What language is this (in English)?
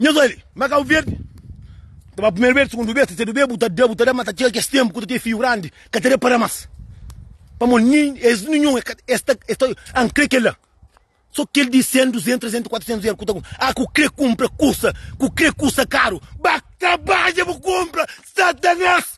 Kabuverdianu